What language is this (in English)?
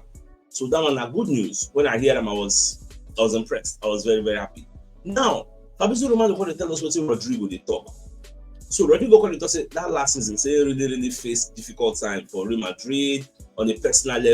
Nigerian Pidgin